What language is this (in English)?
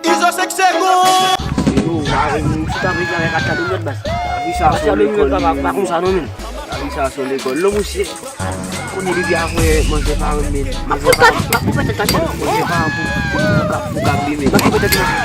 Haitian Creole